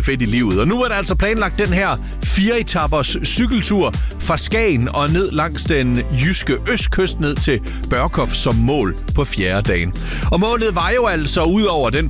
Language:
Danish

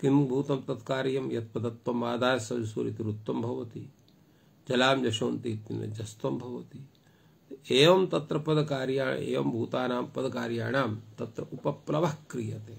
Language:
Sanskrit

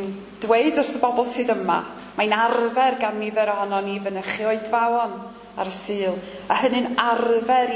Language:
Welsh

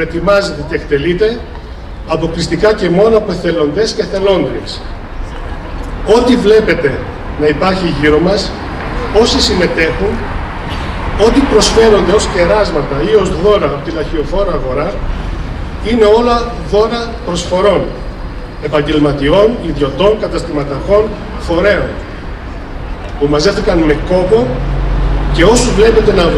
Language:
Greek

